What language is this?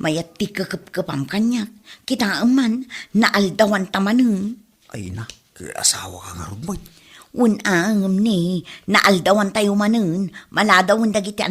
Iloko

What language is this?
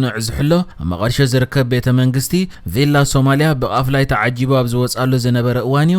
Tigrinya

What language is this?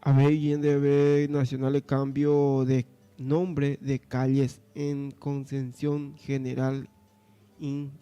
Guarani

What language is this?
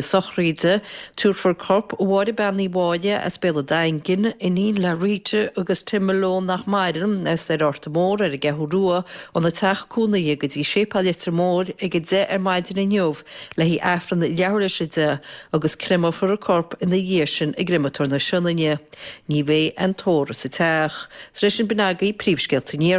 Irish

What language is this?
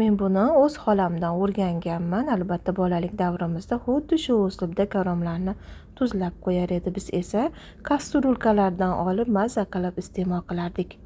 Uzbek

